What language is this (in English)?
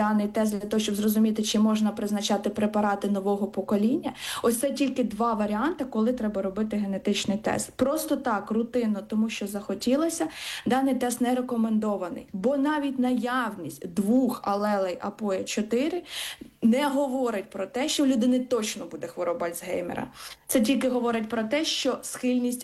Ukrainian